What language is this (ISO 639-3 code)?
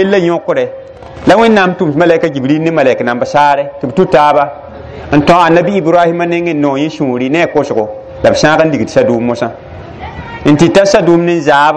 mos